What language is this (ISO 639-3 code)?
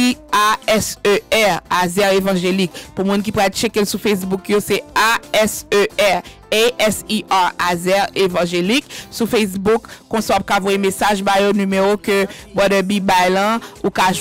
fra